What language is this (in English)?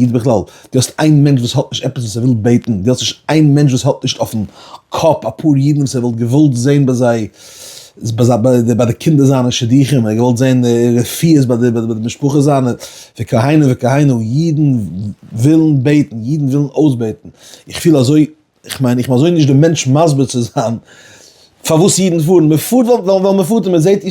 Yiddish